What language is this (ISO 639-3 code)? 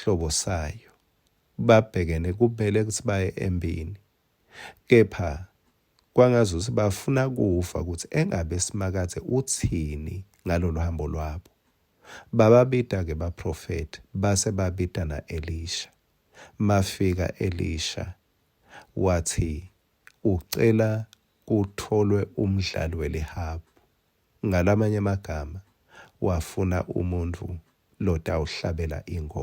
ssw